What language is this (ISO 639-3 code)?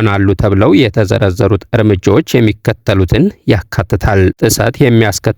amh